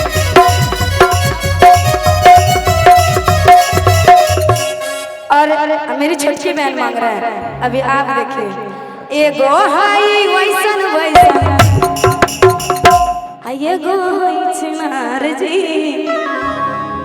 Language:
Bhojpuri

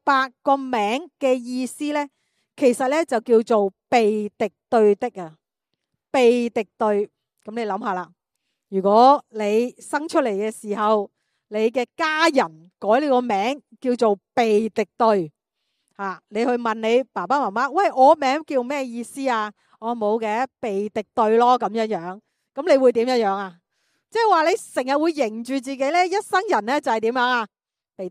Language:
Cantonese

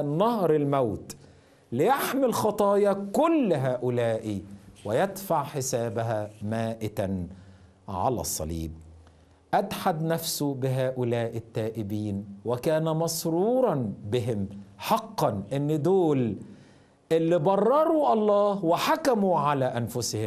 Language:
Egyptian Arabic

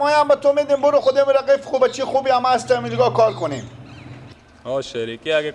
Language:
Persian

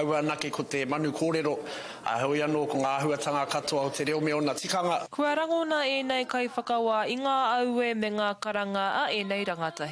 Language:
Māori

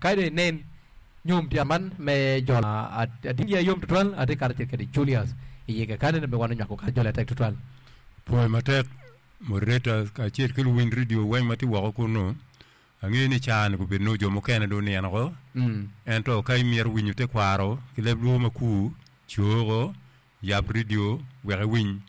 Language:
Acoli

